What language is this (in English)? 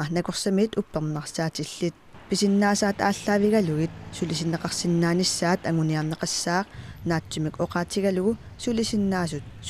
Kalaallisut